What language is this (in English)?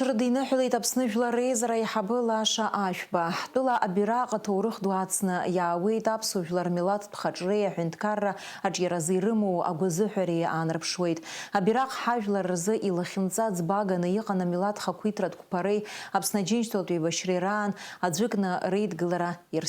Abkhazian